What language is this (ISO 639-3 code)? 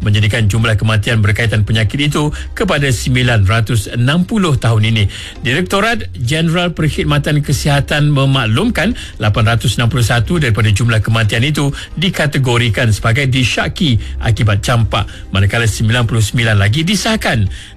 msa